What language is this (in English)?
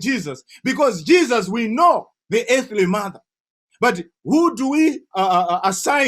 English